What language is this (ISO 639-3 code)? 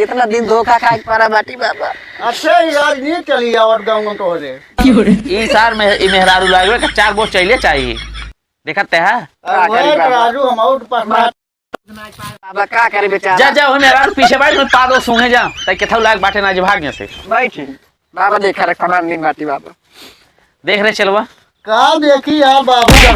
awa